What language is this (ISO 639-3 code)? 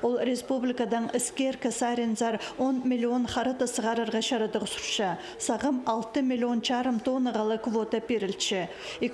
kjh